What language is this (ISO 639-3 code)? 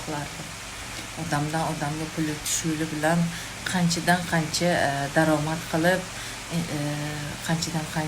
uzb